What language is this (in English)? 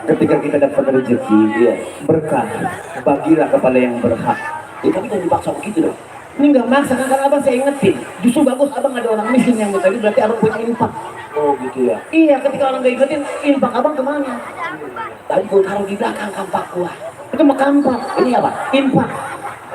Betawi